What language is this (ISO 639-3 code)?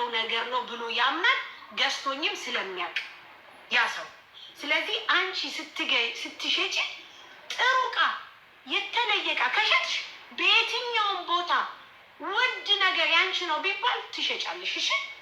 amh